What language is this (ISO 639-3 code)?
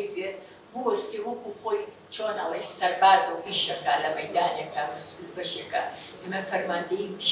ckb